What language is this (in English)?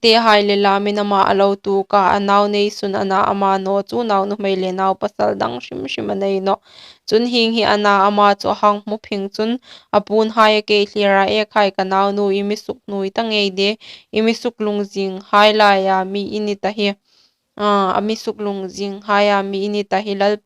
Hmar